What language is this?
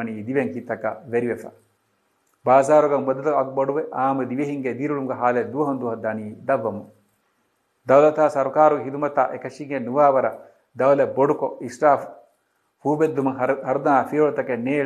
Divehi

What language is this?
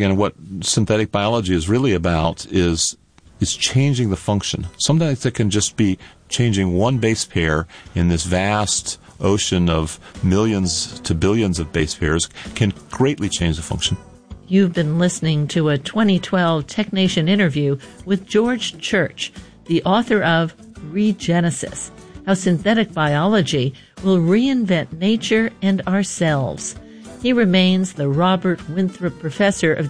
English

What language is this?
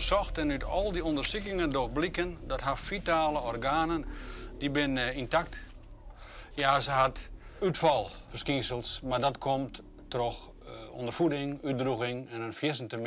Western Frisian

